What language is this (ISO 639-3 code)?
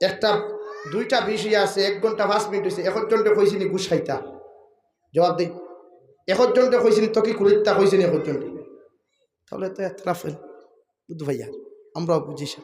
syl